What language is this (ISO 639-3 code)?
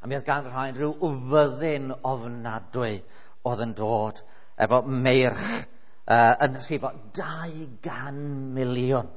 cym